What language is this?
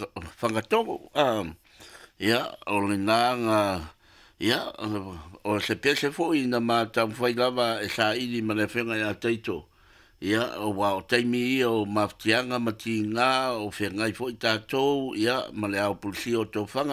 Samoan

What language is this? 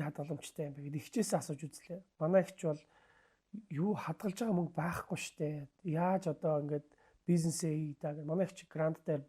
Mongolian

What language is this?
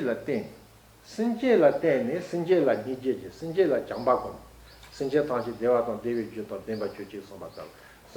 Tibetan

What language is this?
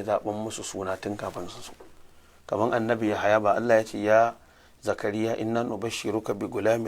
Hausa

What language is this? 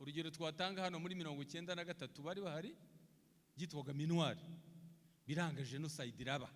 Kinyarwanda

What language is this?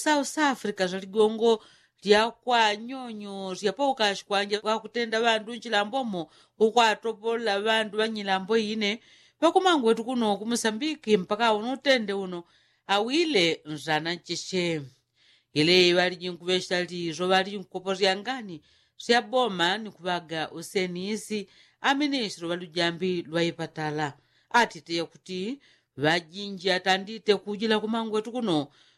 Yao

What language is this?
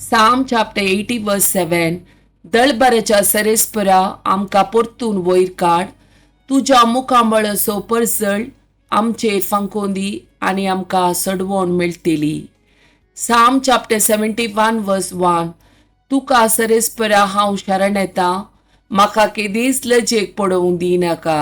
Konkani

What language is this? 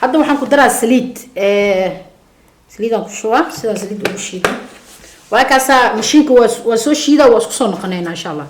Somali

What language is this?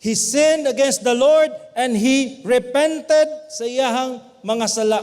Cebuano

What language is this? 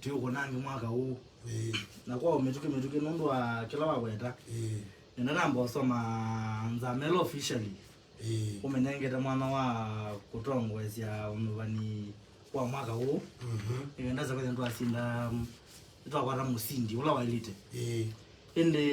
Kamba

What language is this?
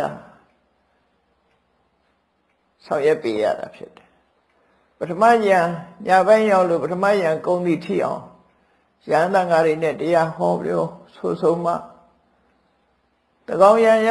Burmese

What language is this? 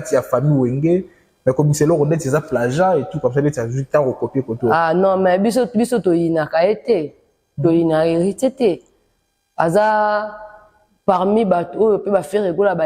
Lingala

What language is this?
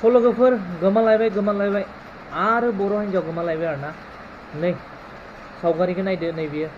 Bodo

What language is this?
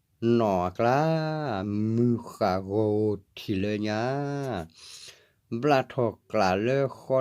S'gaw Karen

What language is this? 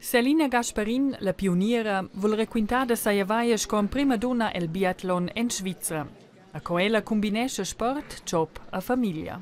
Romansh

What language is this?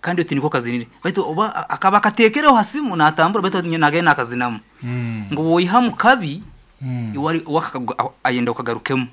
Nyankole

